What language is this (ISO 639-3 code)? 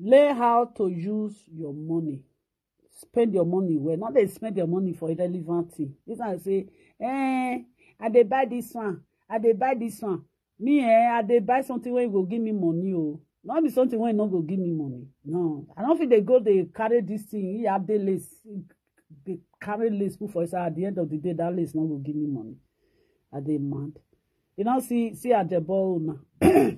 pcm